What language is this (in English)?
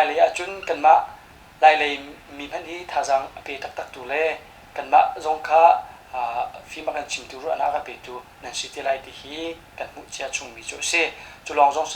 Hakha Chin